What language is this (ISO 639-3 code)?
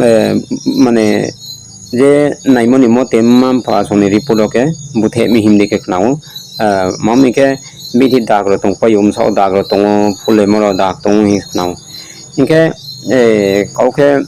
ria